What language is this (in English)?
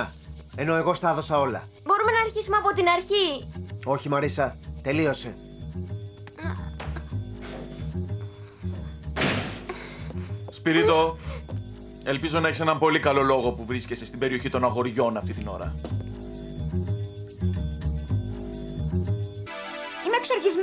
Greek